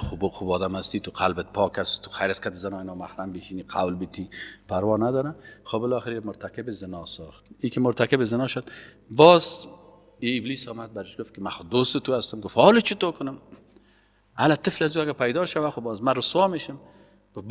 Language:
Persian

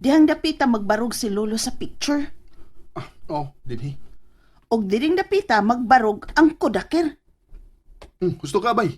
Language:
Cebuano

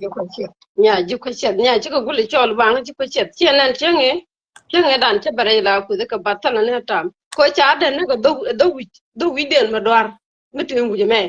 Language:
Nuer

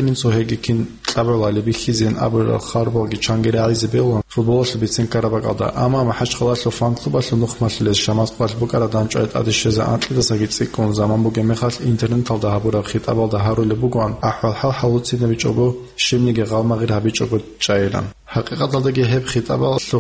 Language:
Avaric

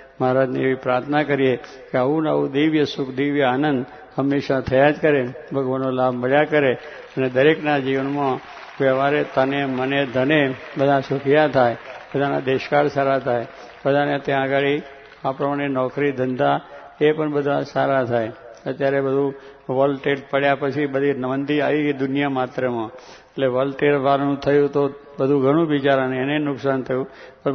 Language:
Gujarati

